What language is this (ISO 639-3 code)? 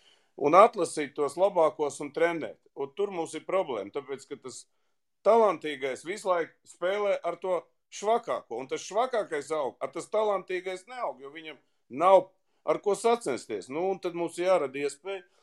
lav